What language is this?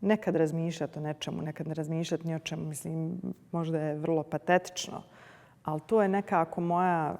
Bosnian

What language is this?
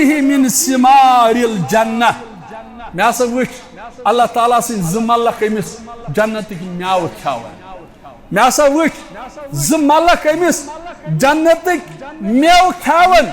Kashmiri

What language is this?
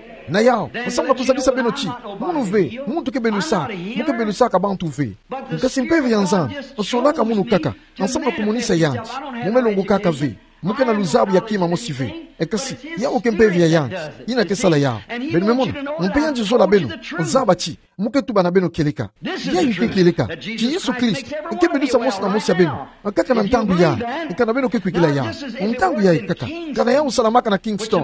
Kituba (Democratic Republic of Congo)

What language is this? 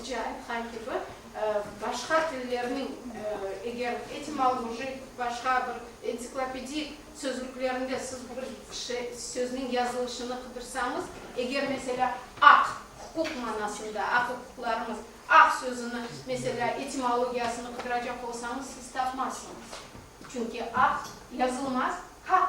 Crimean Tatar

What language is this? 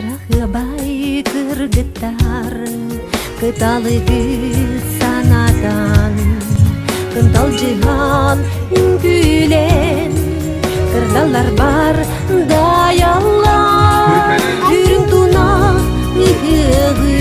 Yakut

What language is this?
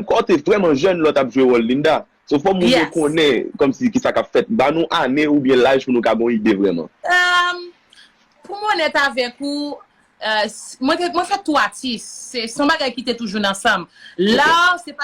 Haitian Creole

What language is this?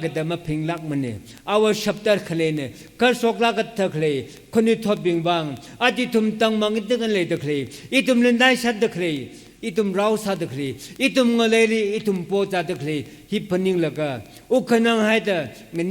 Tangkhul Naga (India)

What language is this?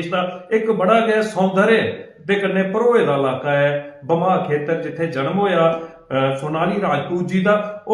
Dogri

